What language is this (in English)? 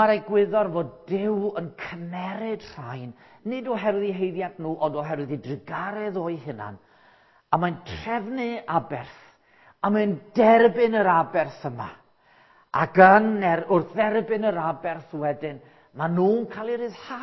Welsh